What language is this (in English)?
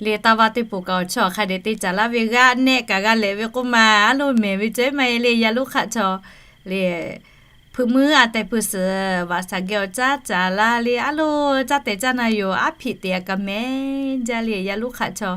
Lahu